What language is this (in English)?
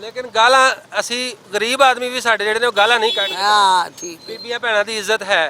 Western Panjabi